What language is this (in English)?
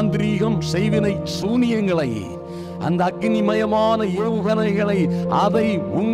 Tamil